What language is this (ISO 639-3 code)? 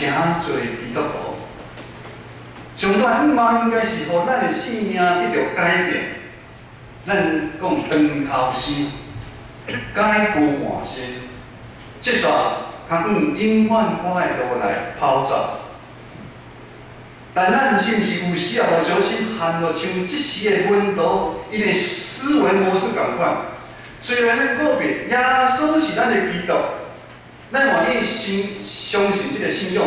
nan